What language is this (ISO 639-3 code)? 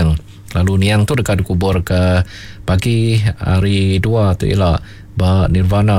iba